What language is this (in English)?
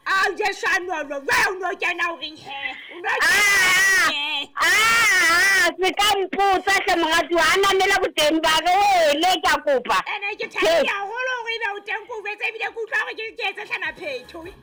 Southern Sotho